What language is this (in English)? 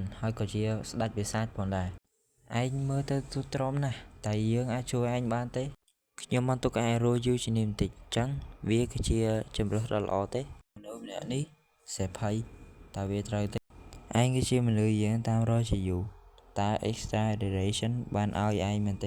Khmer